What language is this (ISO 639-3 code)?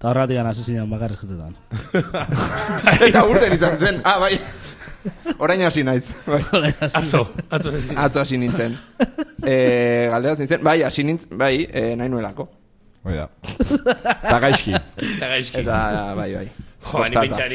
eus